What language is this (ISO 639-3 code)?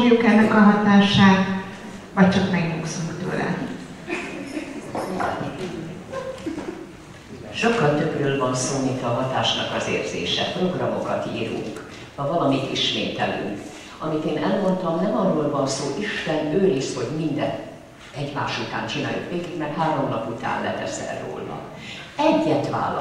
hun